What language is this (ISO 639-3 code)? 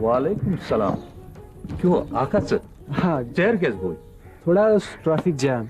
kas